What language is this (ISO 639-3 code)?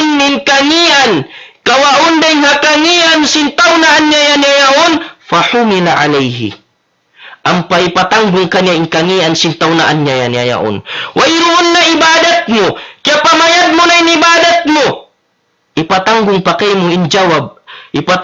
tsg